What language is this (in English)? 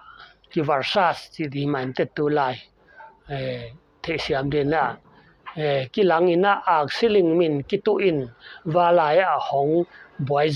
Paite Chin